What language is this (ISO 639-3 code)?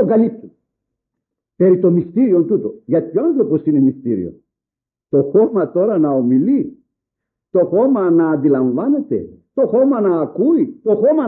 ell